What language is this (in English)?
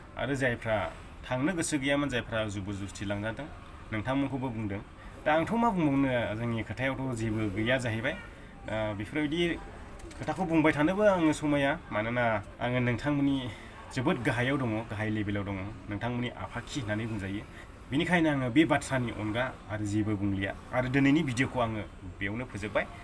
Bodo